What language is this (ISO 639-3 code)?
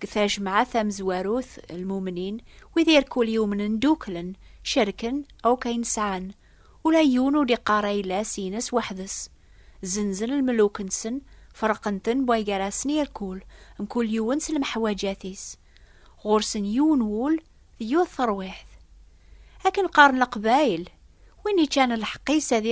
kab